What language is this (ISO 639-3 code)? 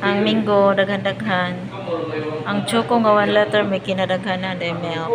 ceb